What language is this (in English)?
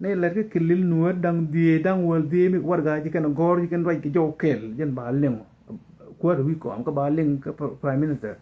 Nuer